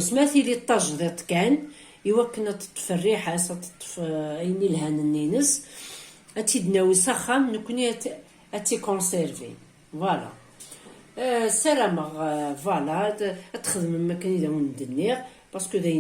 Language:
Kabyle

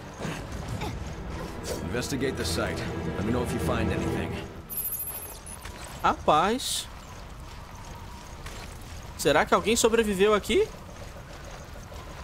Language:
Portuguese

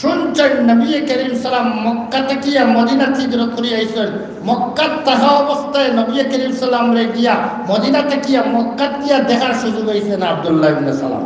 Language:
Sylheti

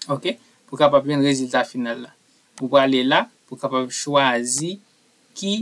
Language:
Haitian Creole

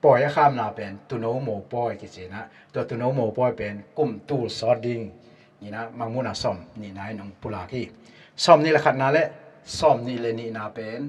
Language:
Tedim Chin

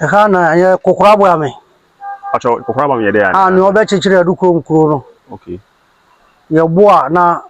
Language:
Akan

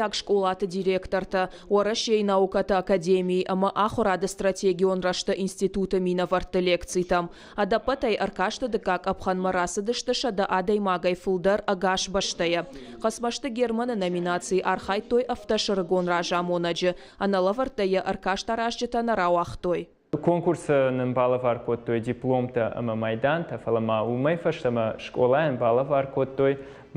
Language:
Ossetic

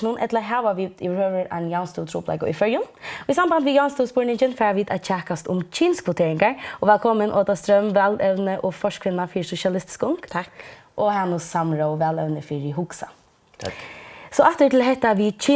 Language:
Faroese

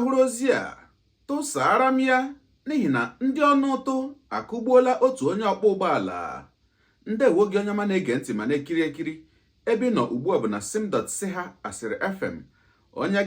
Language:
Igbo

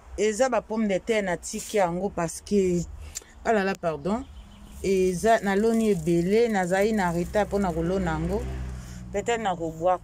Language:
Lingala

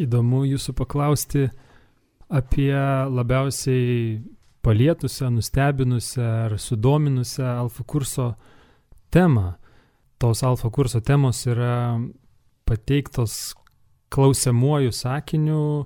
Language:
Lithuanian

